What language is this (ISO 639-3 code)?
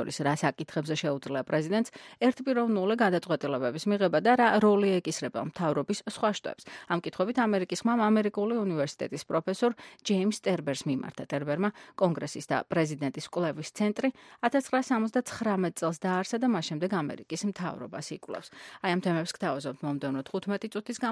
kat